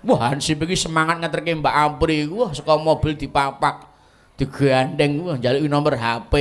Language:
Javanese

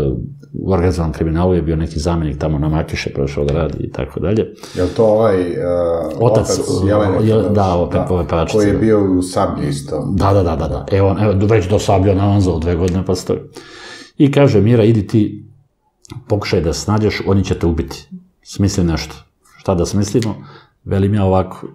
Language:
Serbian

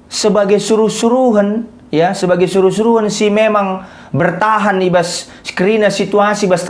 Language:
Batak Karo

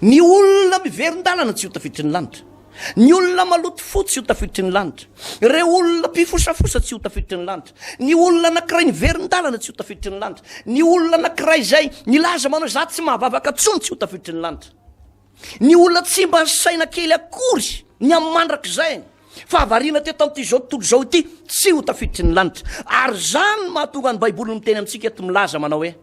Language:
Malagasy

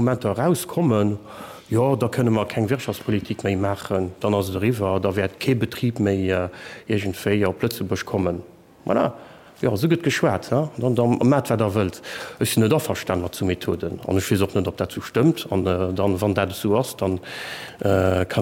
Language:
Luxembourgish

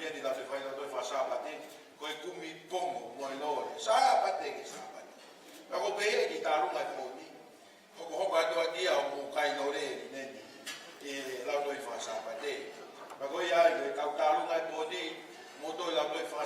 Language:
Tongan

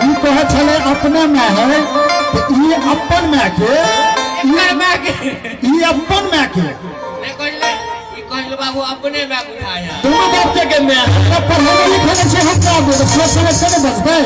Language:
Maithili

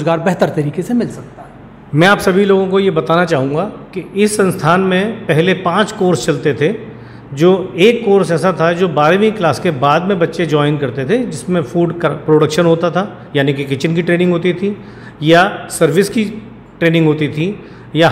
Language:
Hindi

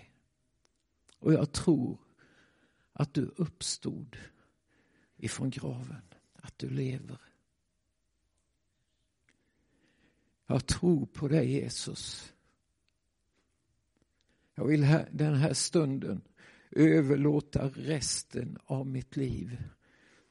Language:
Swedish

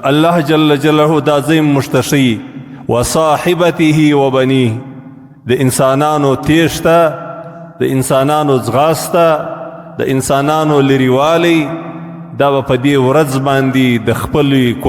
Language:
Pashto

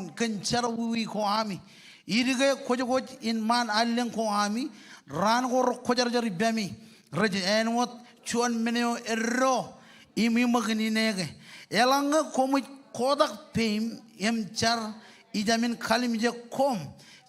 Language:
Marshallese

